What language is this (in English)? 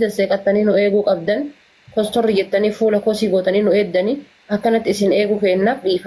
Oromo